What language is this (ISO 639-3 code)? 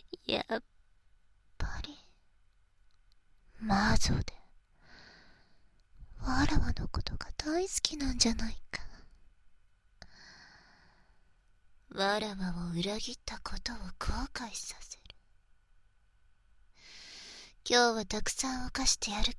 jpn